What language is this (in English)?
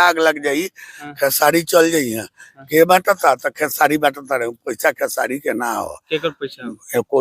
Bhojpuri